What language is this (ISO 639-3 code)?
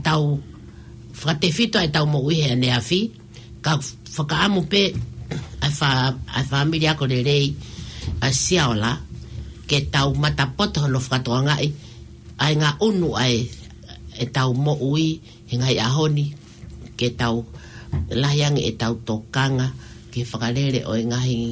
ton